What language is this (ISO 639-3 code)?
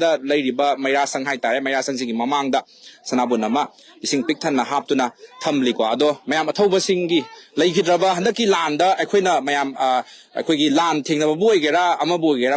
mni